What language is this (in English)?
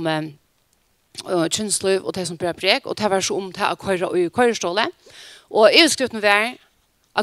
Faroese